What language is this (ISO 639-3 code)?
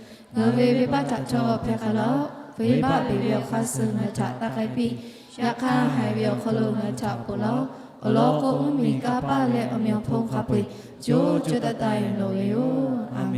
lhu